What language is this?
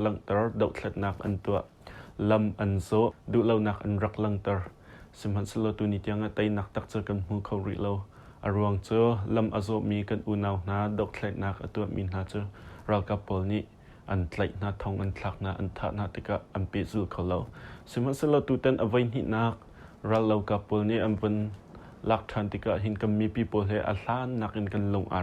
Hakha Chin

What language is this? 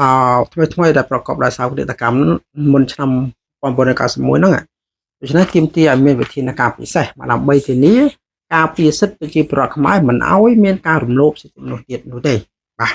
Khmer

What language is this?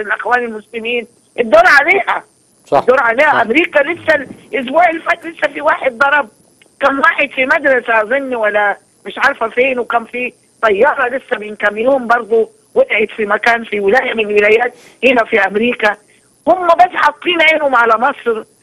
Egyptian Arabic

